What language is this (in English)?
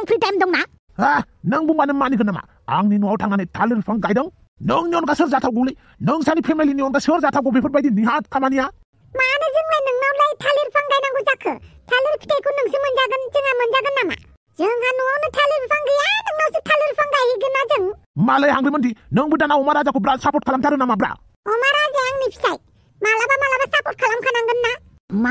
Bodo